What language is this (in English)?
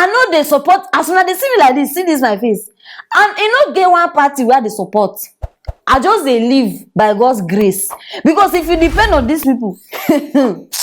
Nigerian Pidgin